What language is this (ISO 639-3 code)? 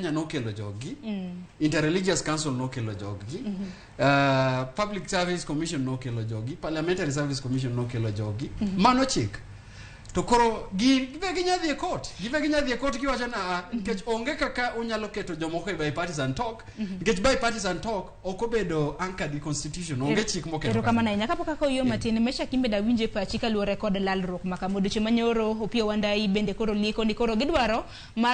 luo